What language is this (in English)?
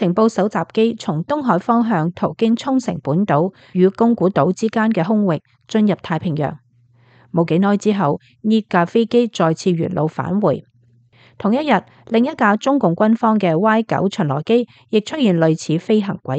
Cantonese